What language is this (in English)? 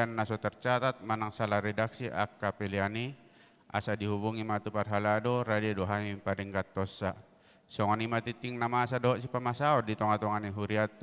Batak Toba